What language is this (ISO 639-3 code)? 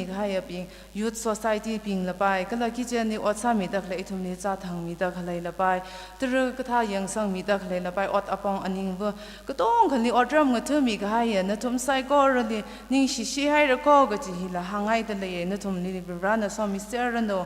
nmf